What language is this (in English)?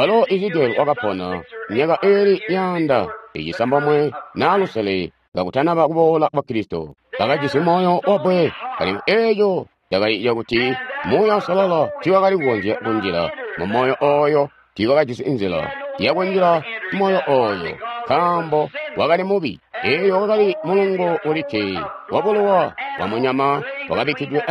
Tonga (Zambia)